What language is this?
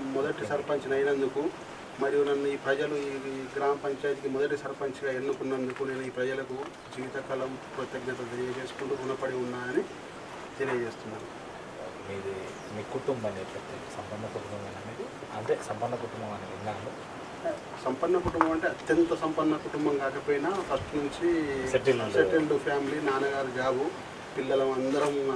Telugu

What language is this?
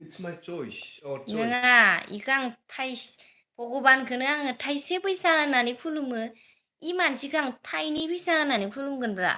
Bodo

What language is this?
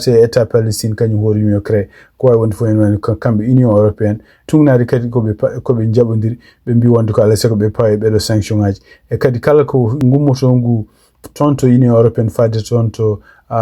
Fula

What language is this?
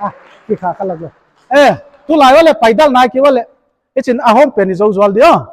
Paite Chin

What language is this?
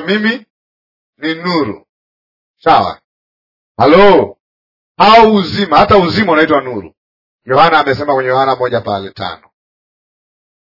Swahili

